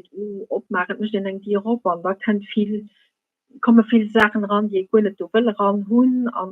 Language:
Luxembourgish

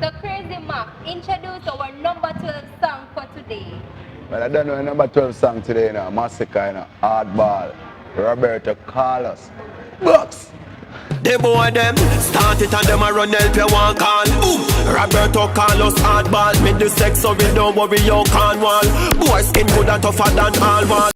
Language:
Jamaican Creole English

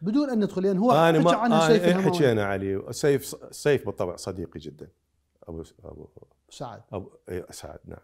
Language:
Mesopotamian Arabic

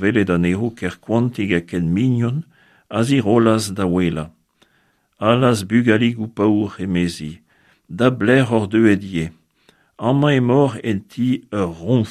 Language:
Breton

